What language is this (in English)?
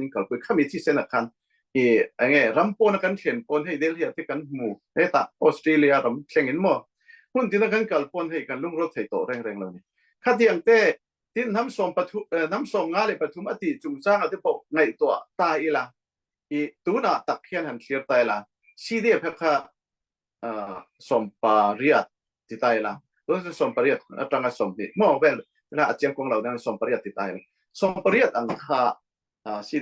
Falam Chin